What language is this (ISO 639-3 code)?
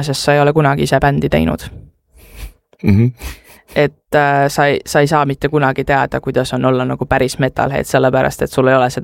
est